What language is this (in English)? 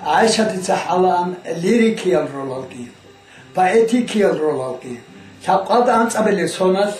Avaric